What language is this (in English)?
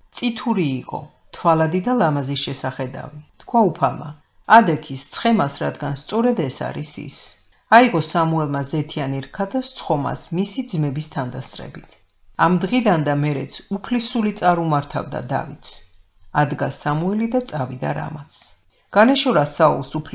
Georgian